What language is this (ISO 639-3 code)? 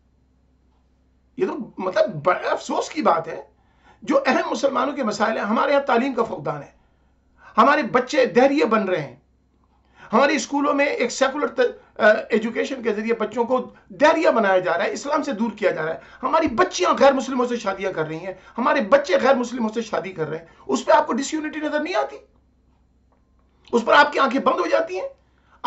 urd